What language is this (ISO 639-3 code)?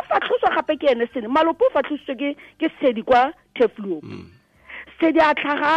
tsn